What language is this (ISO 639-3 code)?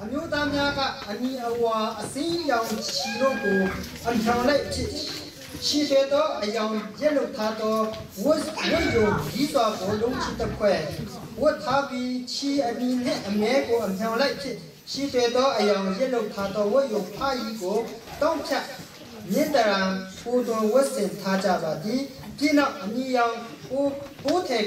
mya